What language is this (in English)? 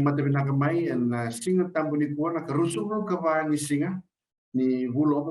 Fijian